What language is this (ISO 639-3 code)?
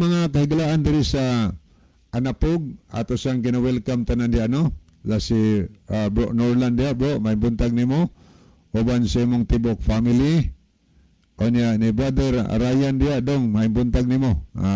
ceb